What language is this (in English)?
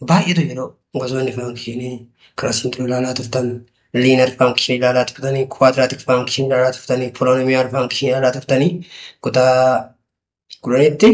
Oromo